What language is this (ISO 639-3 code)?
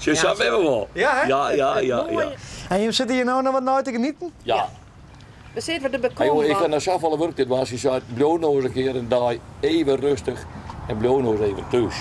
fry